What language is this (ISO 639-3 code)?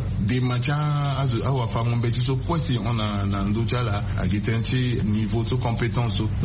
sag